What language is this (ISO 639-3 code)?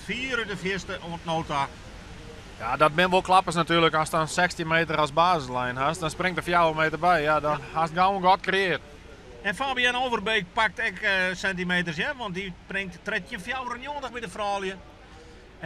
fry